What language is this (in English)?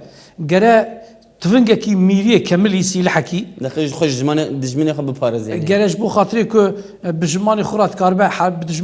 Kurdish